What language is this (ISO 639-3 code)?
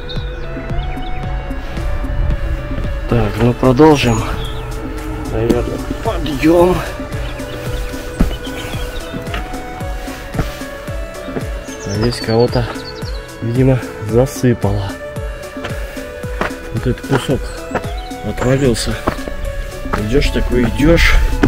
rus